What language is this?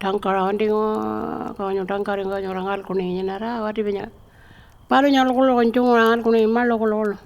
Pitjantjatjara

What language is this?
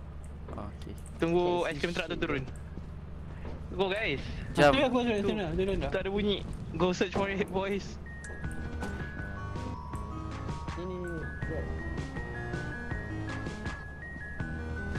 Malay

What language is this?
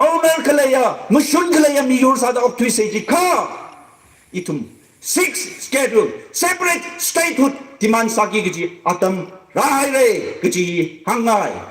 Tangkhul Naga (India)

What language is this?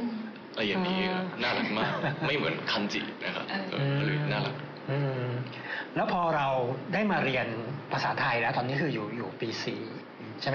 Thai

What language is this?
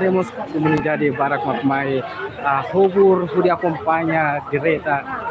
Tetum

